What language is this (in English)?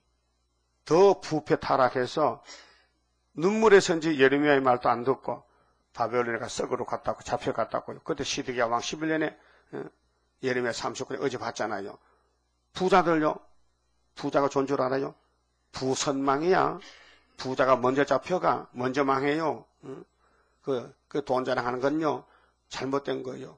Korean